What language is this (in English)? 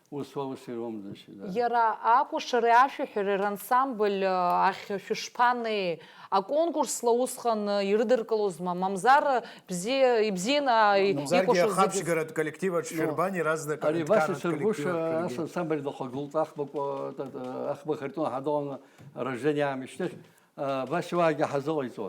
Abkhazian